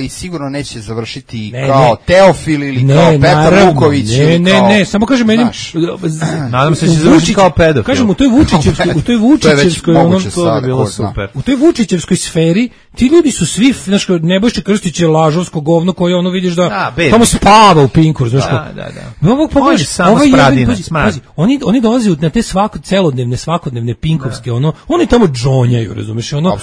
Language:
Serbian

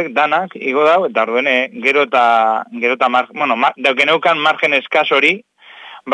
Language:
Basque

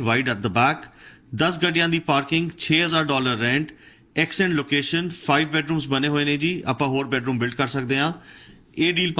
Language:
Punjabi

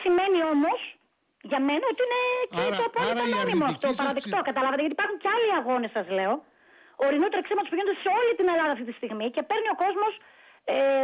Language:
Greek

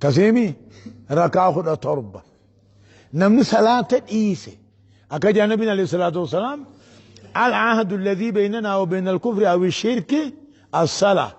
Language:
Oromo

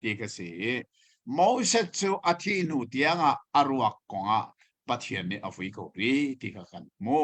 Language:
Hakha Chin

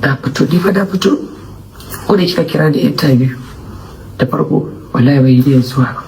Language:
Hausa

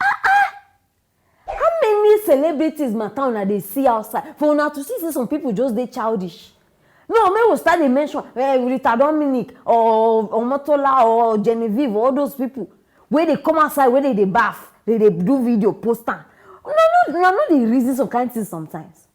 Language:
Nigerian Pidgin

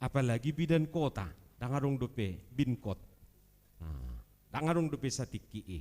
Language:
Batak Toba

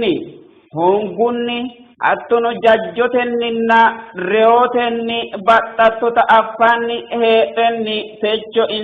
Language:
Sidamo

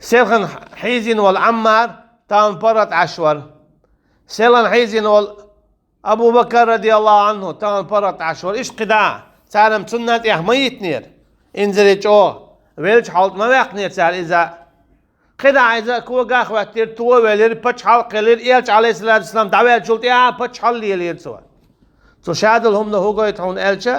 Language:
Chechen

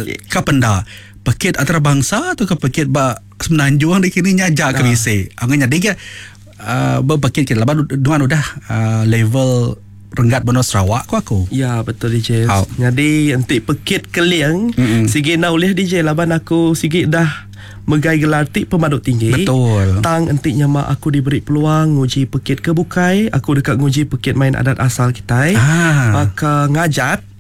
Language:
Iban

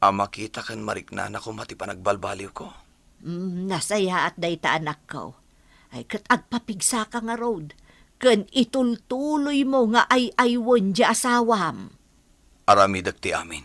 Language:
Iloko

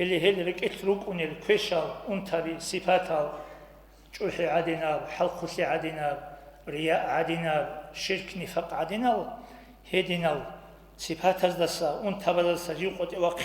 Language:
Avaric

